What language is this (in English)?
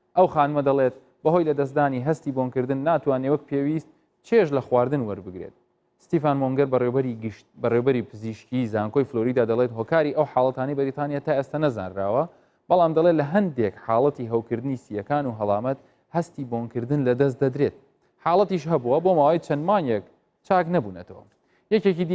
Central Kurdish